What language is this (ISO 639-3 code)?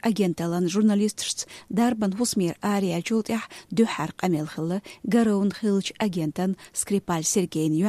che